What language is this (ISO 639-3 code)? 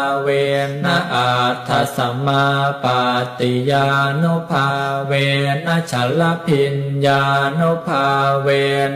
pli